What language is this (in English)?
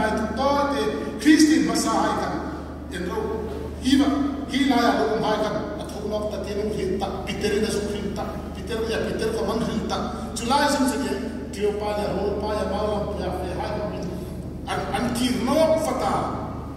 Hmar